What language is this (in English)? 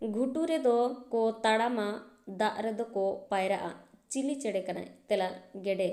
Santali